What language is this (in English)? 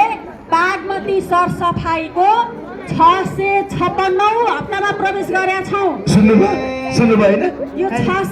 Nepali